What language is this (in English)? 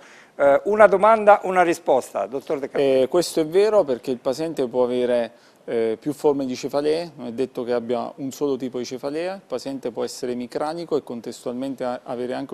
Italian